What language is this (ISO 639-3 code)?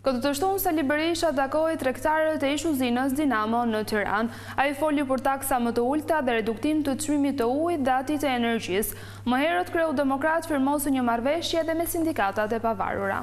sqi